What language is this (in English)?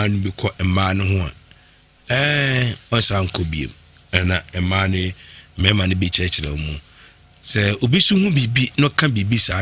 Akan